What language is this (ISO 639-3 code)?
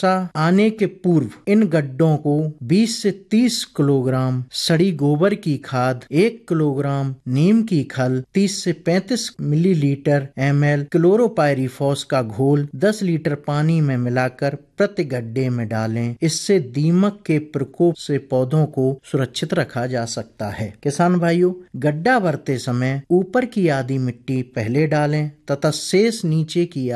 hin